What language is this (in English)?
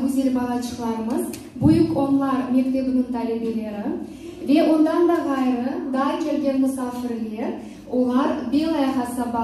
Crimean Tatar